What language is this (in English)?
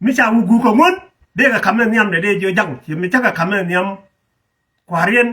Nuer